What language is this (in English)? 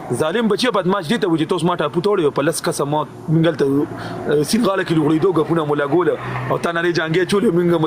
Pashto